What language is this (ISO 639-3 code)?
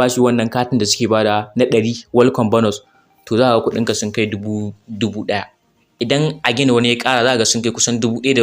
hau